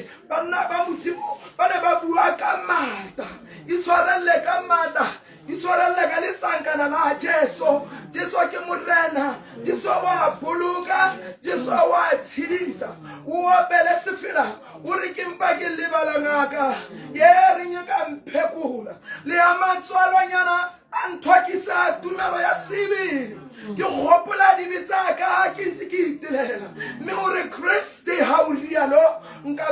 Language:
Tswana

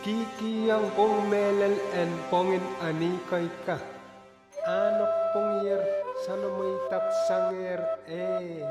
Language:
Pohnpeian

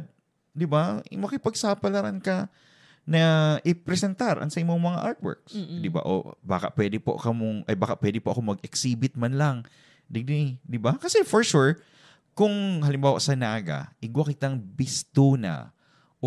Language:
Bikol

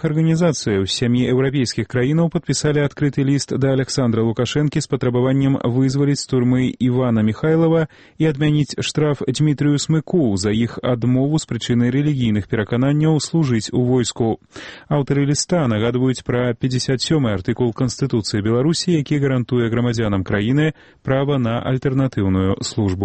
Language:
Belarusian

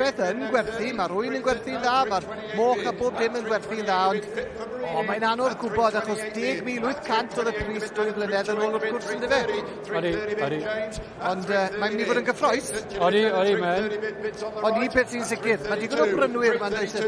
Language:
Welsh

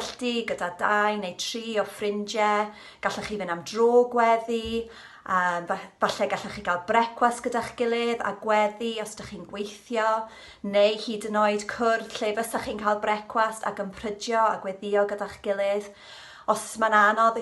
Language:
Welsh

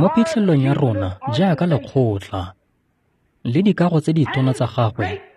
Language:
Tswana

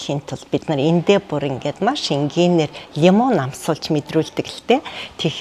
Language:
Mongolian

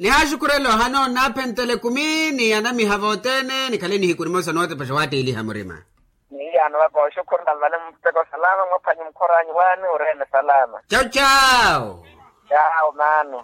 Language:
Makhuwa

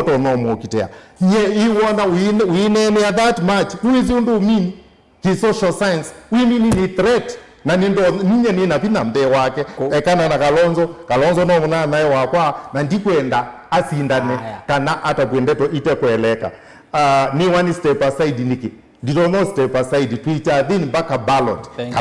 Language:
Kamba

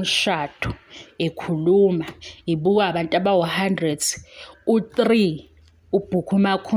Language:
Zulu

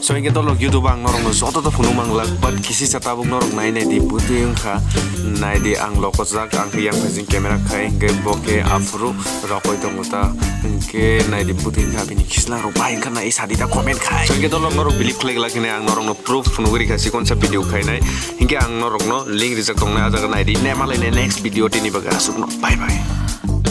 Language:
Kok Borok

